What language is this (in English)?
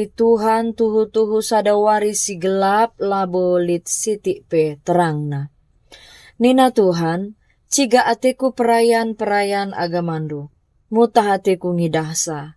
Batak Karo